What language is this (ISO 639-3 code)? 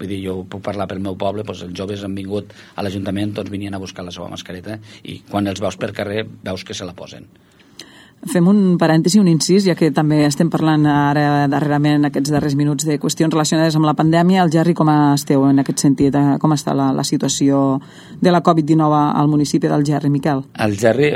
cat